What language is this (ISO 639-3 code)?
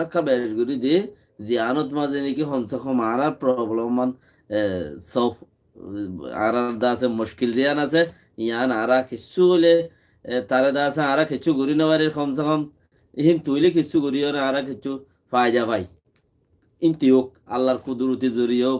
rhg